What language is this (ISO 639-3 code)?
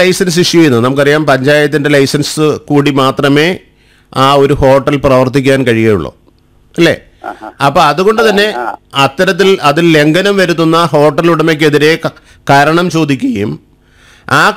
mal